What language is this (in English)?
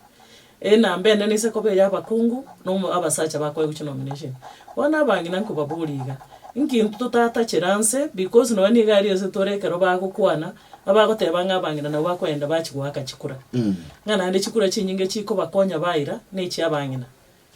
Gusii